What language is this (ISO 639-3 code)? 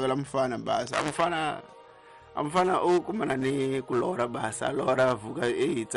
tso